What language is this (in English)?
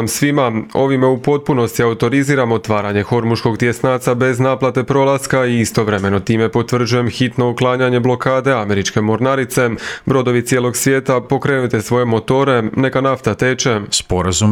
Croatian